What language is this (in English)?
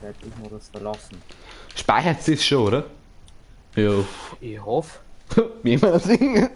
Bavarian